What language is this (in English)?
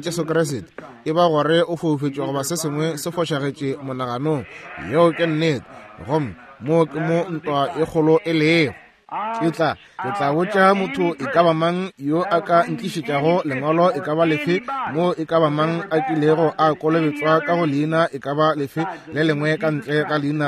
Northern Sotho